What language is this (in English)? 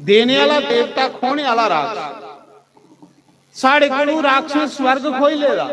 Dogri